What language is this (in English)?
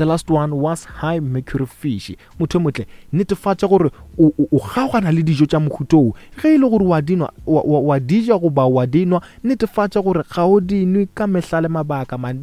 Northern Sotho